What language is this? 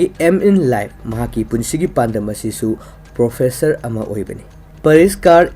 Manipuri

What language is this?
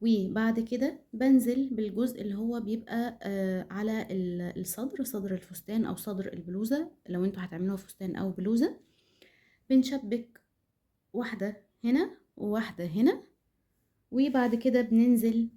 Egyptian Arabic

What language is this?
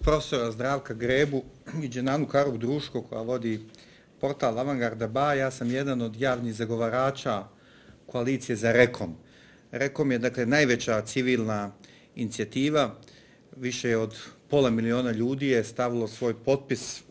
Bosnian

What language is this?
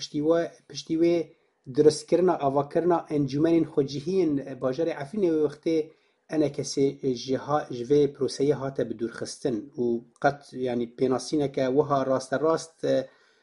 Kurdish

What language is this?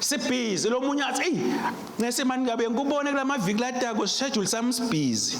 Swati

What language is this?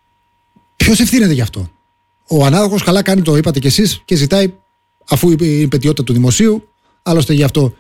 Greek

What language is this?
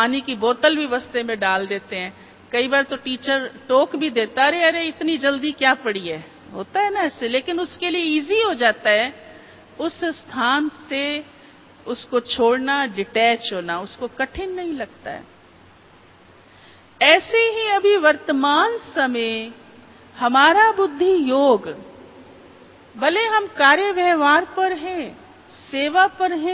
Hindi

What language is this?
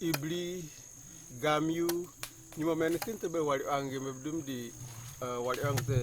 Kamasau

